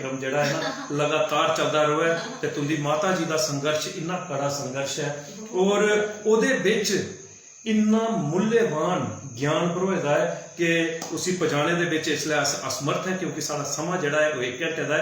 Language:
Dogri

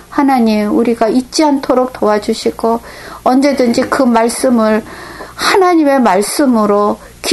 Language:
Korean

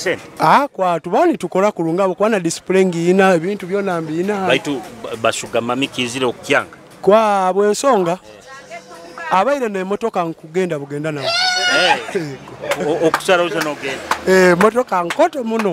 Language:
Nyoro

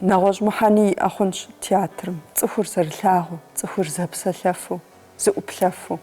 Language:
Kabardian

